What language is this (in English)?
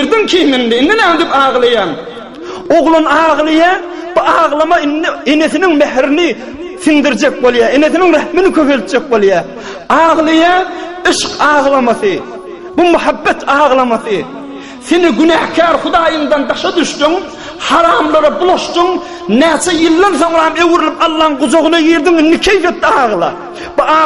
Turkmen